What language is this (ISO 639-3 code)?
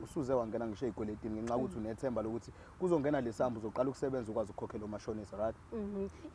zul